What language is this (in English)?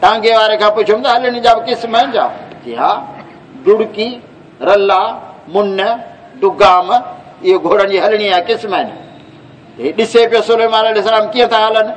Saraiki